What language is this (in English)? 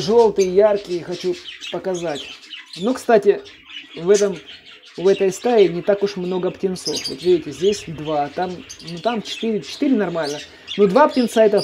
Russian